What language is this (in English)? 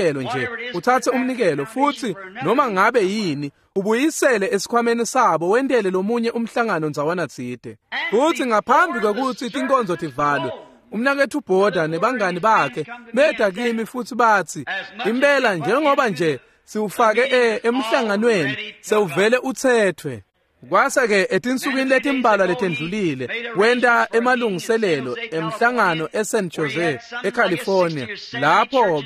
Swati